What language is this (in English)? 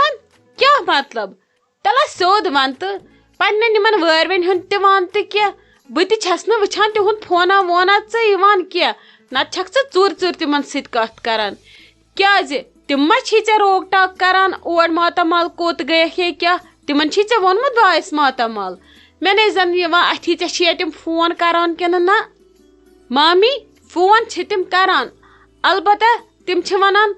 Kashmiri